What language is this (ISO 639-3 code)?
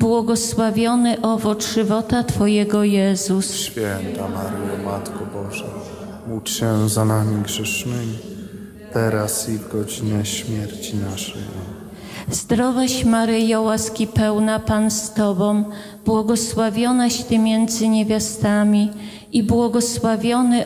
pol